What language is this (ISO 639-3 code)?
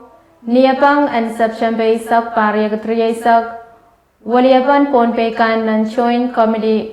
pon